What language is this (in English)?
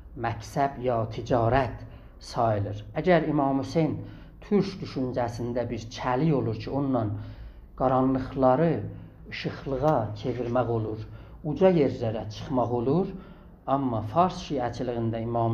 South Azerbaijani